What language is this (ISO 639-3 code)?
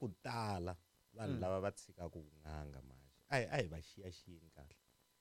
tso